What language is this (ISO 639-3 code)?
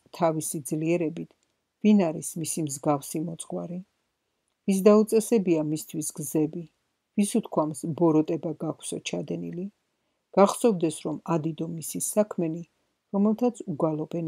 kat